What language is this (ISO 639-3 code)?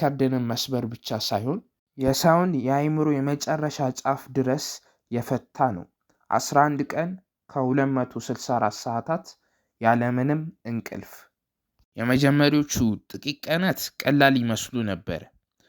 amh